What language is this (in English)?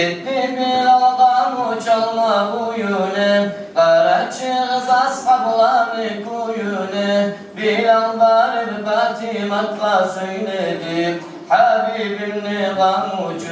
Kumyk